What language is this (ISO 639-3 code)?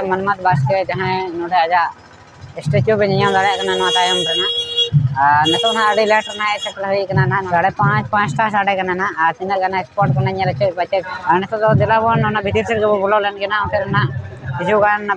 sat